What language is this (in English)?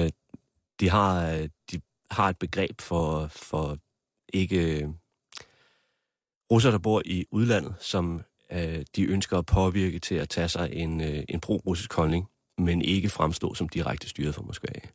Danish